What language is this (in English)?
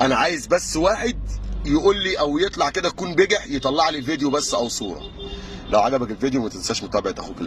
Egyptian Arabic